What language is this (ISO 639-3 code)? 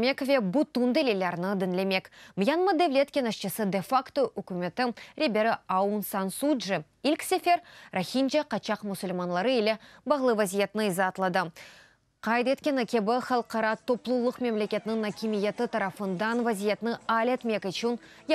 crh